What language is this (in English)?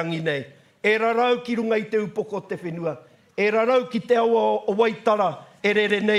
Māori